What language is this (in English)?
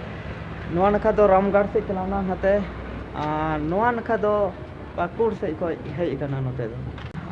Santali